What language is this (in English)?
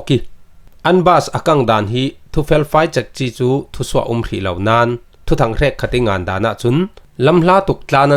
Falam Chin